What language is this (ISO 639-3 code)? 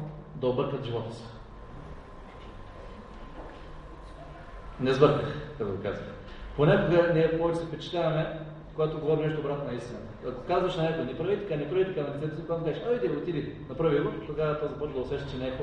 bul